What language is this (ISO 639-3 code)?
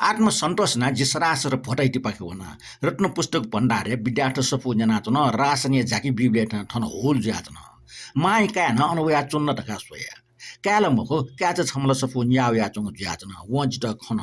new